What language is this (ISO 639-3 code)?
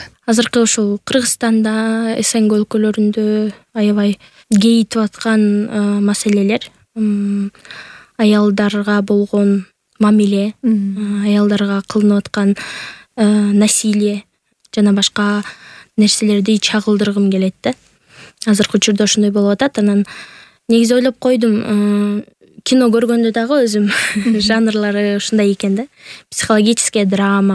kir